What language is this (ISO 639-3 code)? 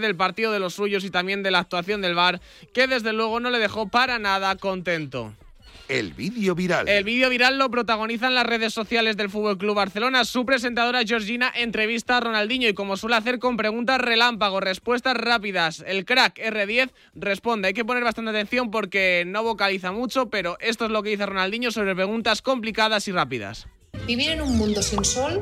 spa